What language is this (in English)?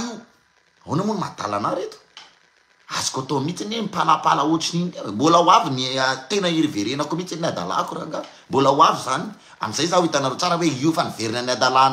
Malagasy